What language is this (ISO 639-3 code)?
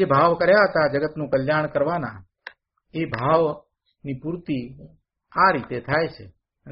guj